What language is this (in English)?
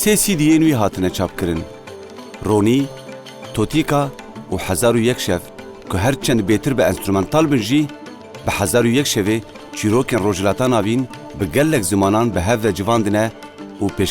Kurdish